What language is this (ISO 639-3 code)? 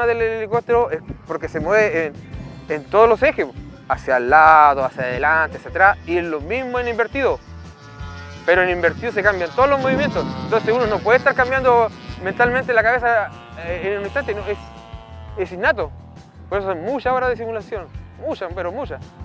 spa